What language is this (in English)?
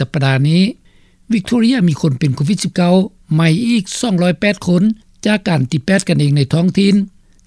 Lao